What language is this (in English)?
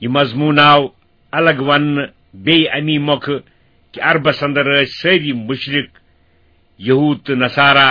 Kashmiri